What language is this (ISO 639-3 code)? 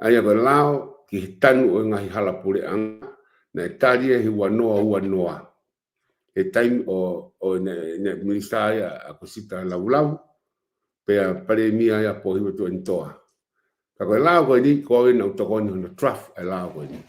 ton